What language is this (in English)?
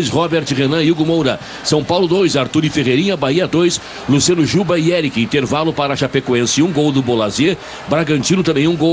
Portuguese